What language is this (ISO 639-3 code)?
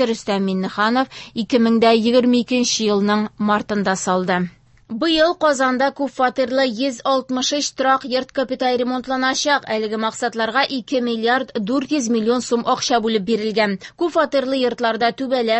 tat